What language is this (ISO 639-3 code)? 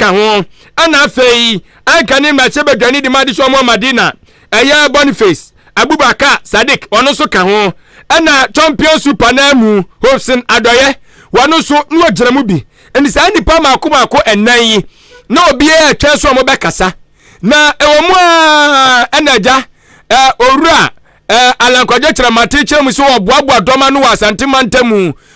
aka